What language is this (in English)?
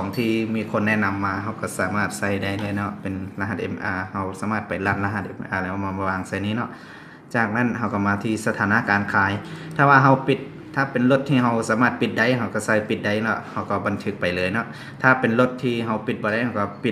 Lao